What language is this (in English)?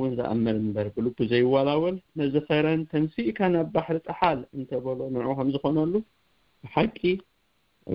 Tigrinya